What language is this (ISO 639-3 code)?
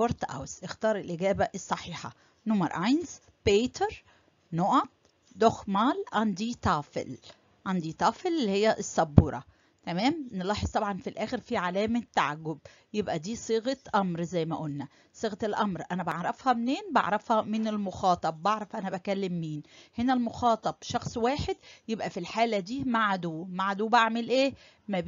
arz